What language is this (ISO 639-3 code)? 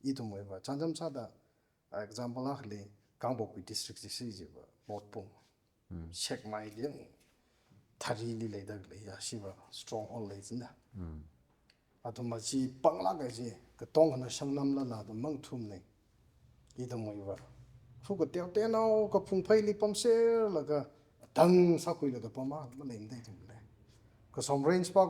nmf